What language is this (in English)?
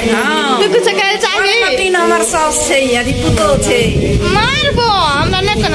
Maithili